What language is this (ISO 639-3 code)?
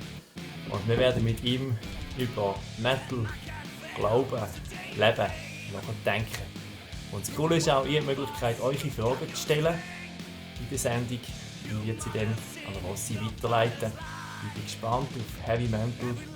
gsw